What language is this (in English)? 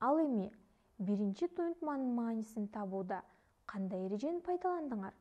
Kyrgyz